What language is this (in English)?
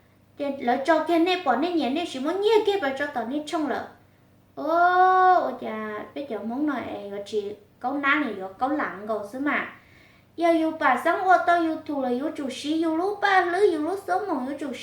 Hmong